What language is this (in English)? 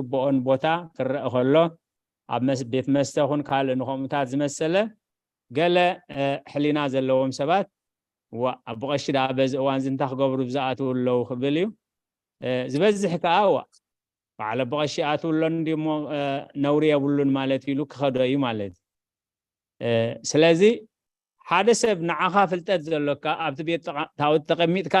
Tigrinya